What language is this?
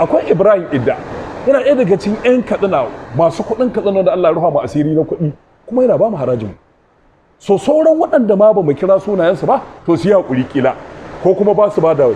Hausa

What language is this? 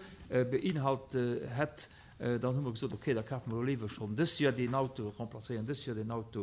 Luxembourgish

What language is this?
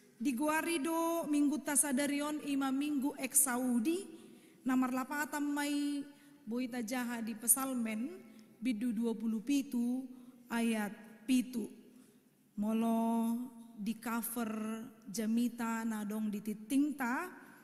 Batak Toba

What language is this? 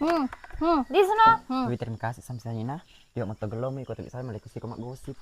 Buginese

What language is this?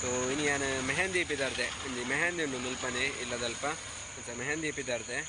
Tulu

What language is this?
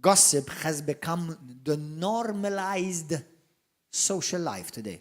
English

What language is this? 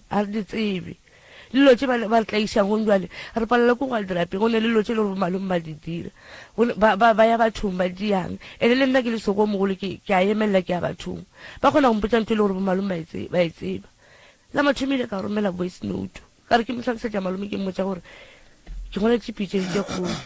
Northern Sotho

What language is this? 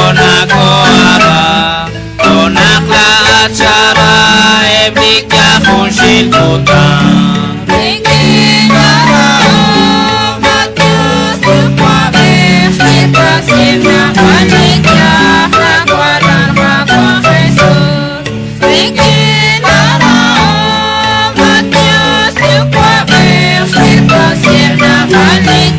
Kekchí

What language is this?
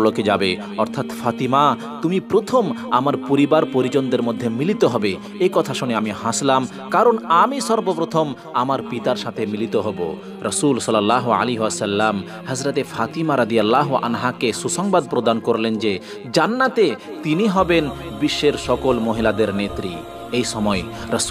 Bangla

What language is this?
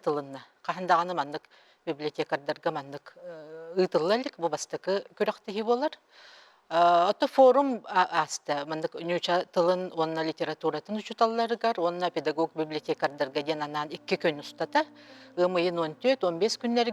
Yakut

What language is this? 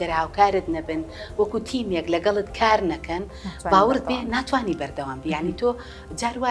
Central Kurdish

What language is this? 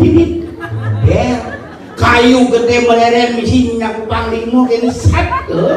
Balinese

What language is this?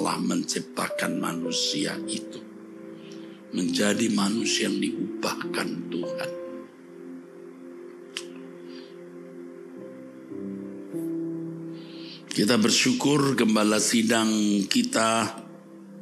Indonesian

